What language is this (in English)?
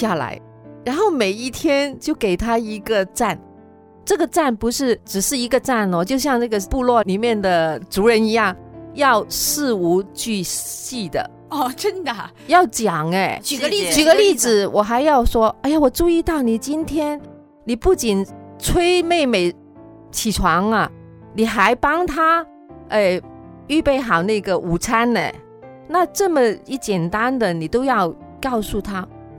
Chinese